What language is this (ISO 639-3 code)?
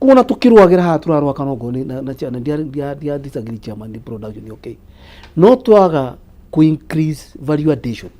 kik